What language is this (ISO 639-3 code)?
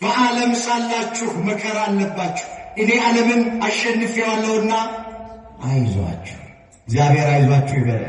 amh